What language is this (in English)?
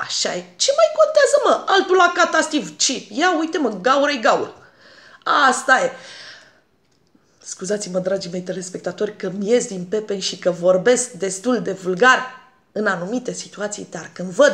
Romanian